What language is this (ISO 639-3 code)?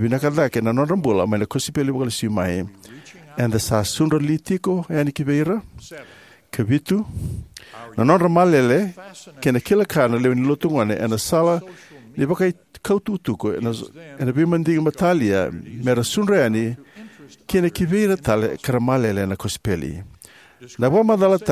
fij